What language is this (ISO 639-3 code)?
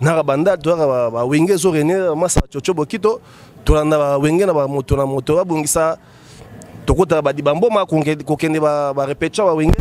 lin